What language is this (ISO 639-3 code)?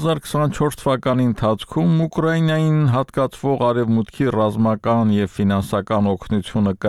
hye